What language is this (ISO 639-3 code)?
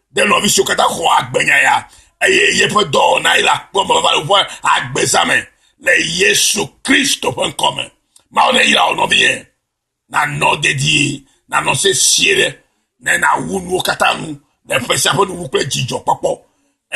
ewe